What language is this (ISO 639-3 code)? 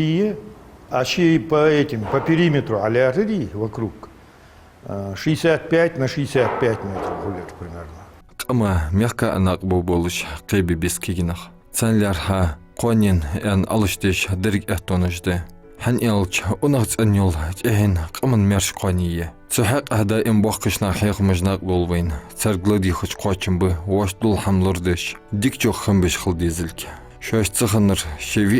inh